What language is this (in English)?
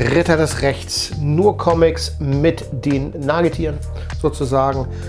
German